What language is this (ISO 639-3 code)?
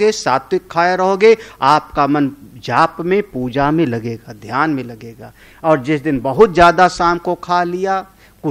hin